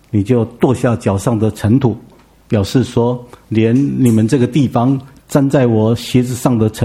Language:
Chinese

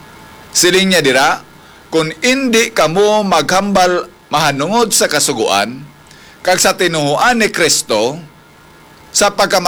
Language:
Hiligaynon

